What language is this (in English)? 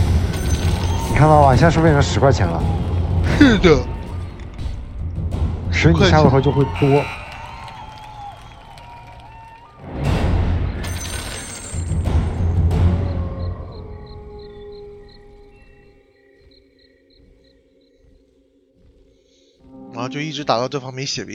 Chinese